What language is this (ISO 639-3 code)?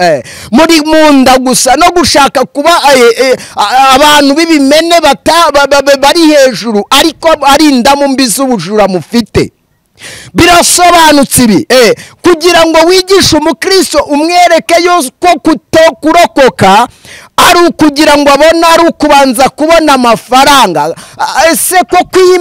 kin